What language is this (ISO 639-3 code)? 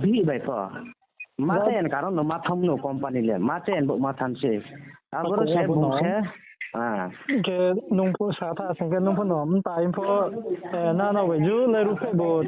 ria